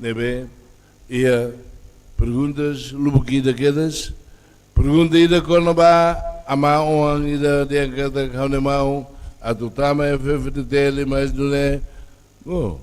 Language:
Tetum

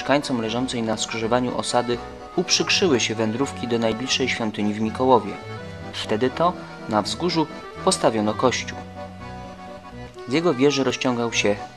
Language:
Polish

